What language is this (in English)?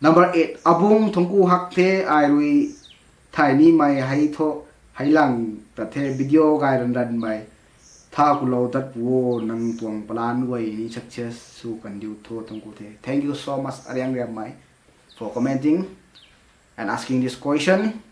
Rongmei Naga